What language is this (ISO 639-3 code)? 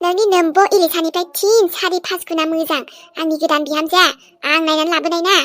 brx